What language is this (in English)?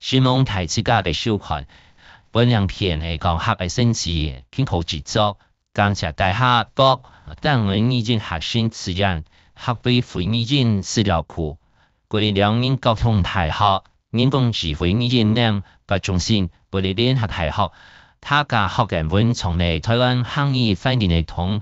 Hakka Chinese